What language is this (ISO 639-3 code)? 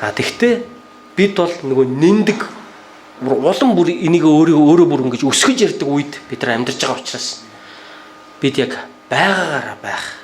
mon